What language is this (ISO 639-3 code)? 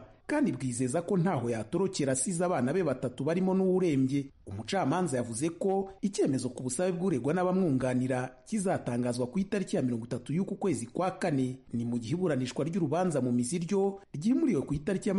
kin